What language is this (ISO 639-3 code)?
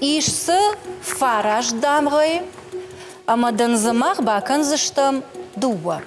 oss